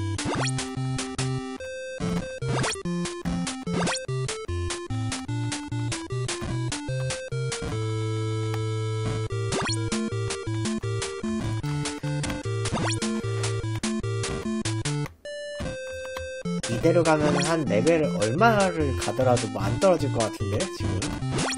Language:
Korean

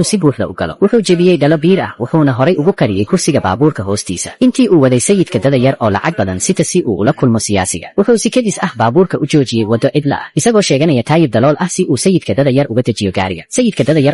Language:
Somali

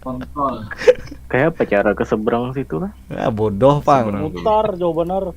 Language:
Banjar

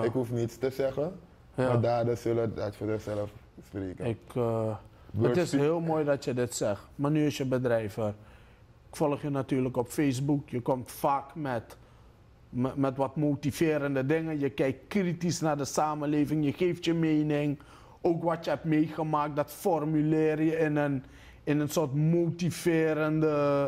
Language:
Dutch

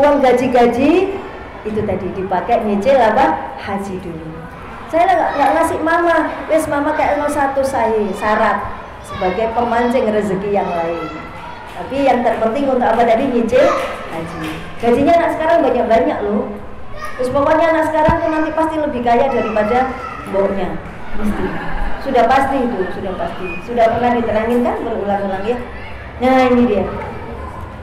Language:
Indonesian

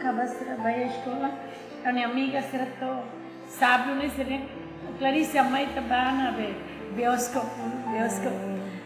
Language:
Tetum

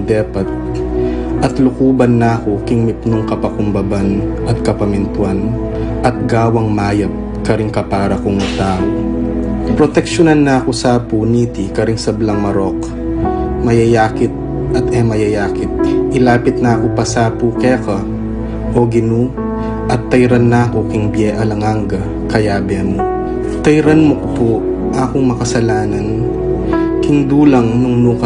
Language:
Pampanga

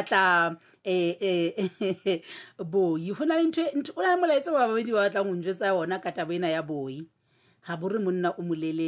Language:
Southern Sotho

